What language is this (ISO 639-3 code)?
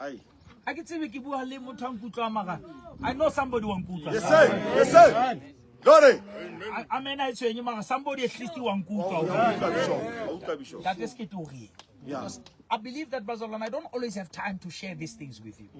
sot